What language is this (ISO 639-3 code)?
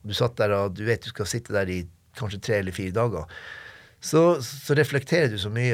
nor